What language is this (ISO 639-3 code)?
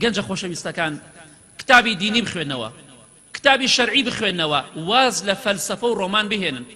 ckb